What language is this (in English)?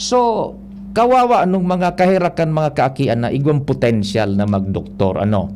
Bikol